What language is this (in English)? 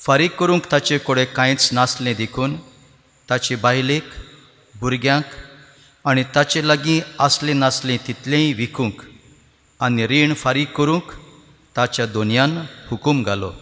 Konkani